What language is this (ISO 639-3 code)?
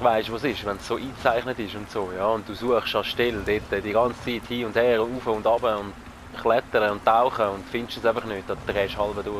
gsw